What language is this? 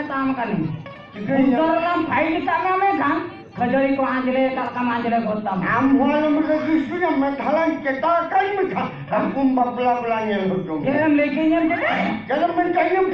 Santali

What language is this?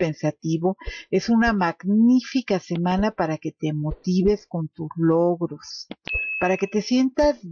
Spanish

